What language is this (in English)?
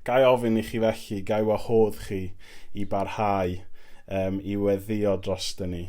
Welsh